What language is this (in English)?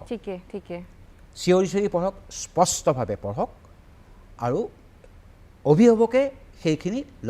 Assamese